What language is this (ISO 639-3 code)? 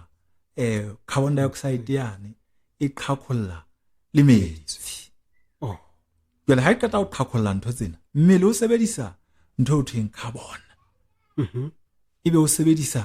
sot